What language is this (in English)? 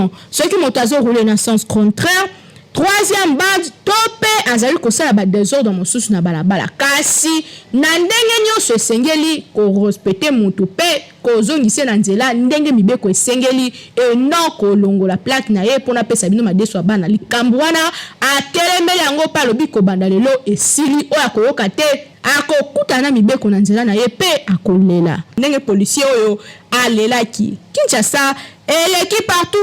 Lingala